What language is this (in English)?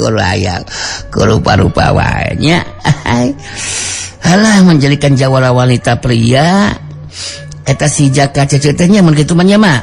Sundanese